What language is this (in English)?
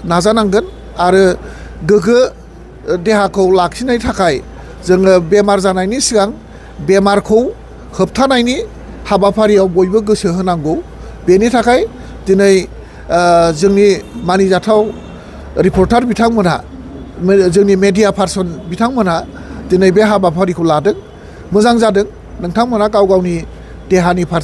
Bodo